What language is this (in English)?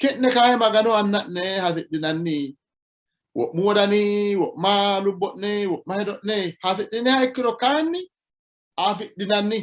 Sidamo